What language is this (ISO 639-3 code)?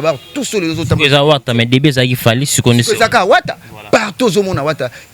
lin